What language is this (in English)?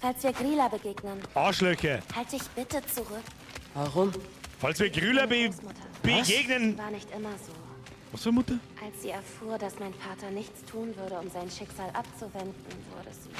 Bavarian